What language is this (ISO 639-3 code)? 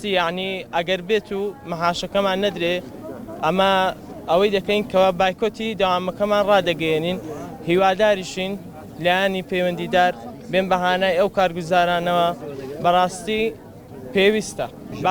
ckb